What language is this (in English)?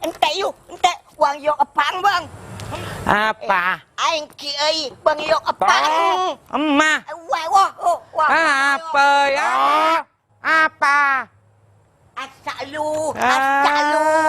Madurese